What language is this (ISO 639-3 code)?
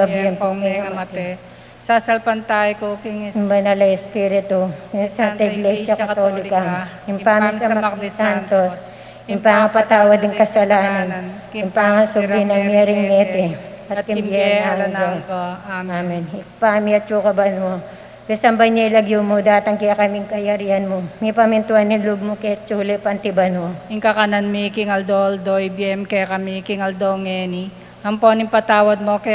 pam